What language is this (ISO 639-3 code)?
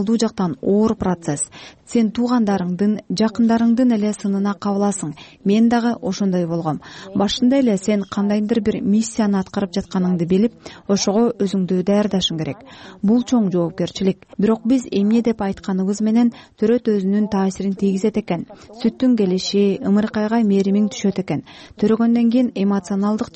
kir